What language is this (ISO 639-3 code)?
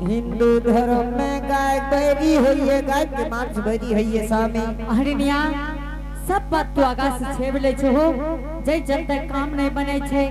anp